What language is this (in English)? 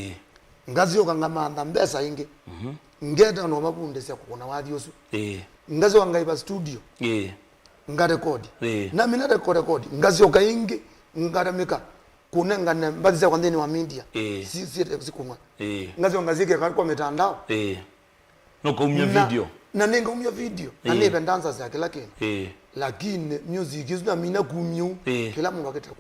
Kamba